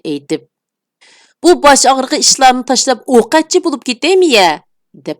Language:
Uyghur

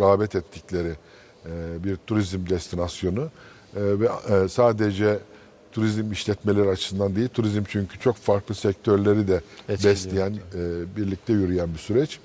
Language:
Turkish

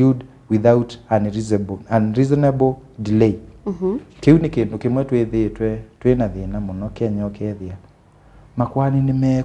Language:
Kamba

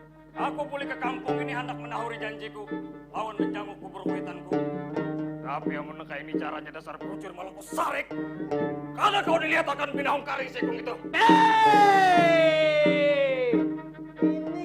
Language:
Banjar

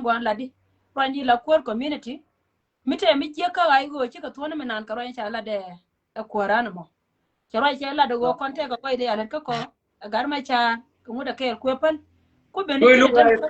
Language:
Nuer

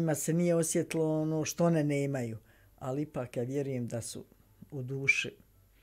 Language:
Bosnian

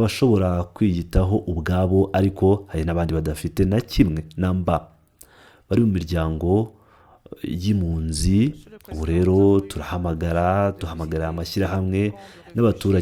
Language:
Kinyarwanda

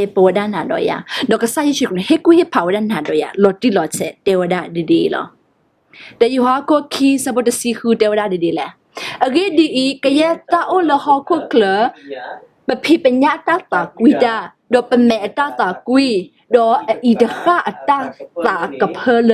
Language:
S'gaw Karen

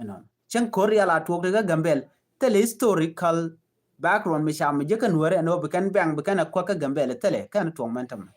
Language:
Nuer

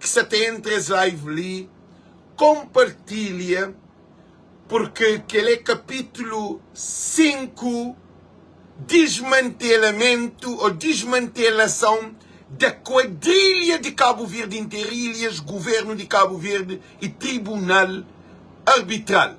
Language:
Kabuverdianu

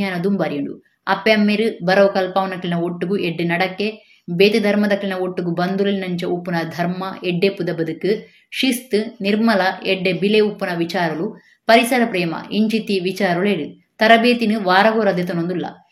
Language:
Tulu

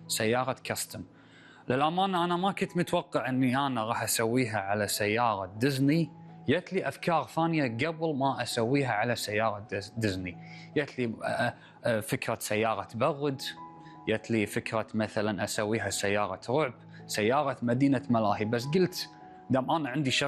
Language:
Gulf Arabic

